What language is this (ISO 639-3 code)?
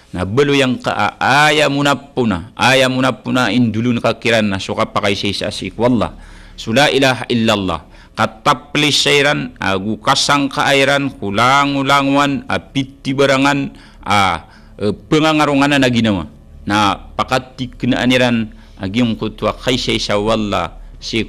mrw